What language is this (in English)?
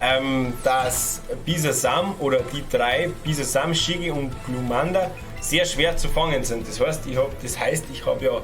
Bavarian